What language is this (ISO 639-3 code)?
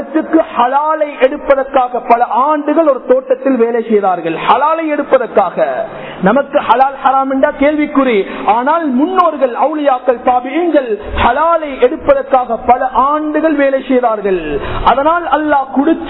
tam